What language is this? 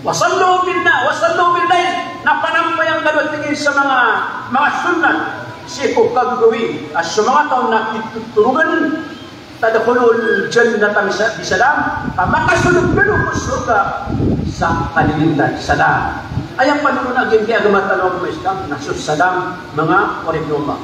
Maranao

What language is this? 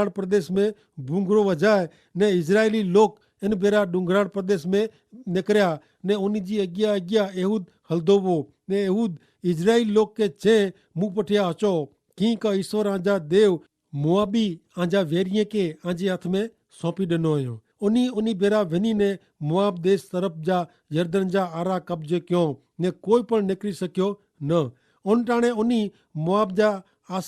Kachhi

